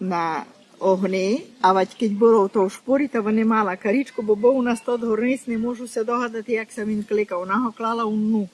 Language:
Rusyn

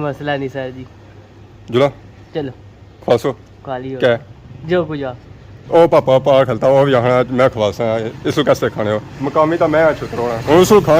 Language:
Pahari-Potwari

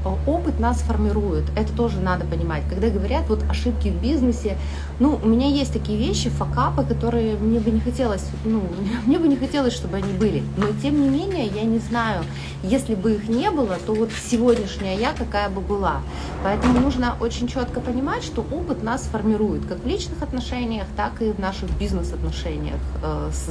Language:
Russian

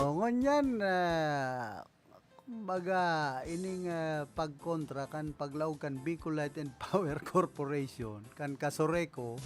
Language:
Bikol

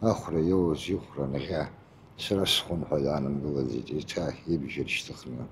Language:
Abkhazian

